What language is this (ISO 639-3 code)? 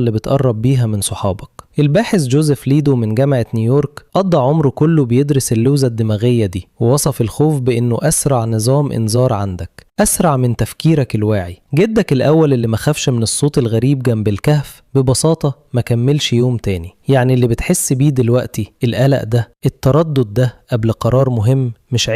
arz